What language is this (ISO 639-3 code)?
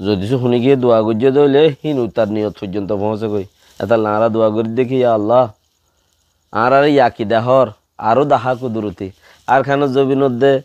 rhg